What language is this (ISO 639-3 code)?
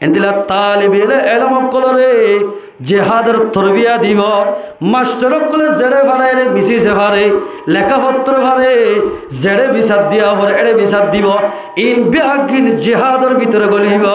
rhg